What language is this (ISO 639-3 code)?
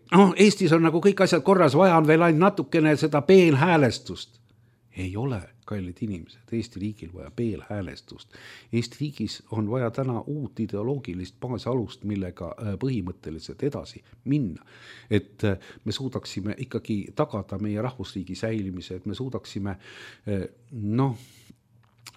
est